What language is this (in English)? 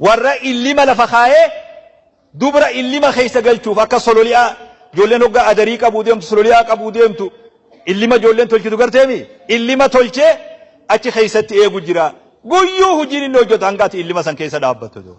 Oromo